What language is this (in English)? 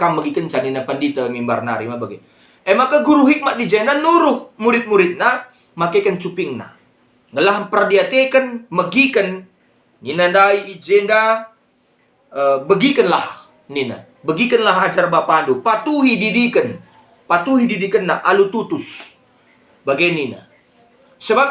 Batak Karo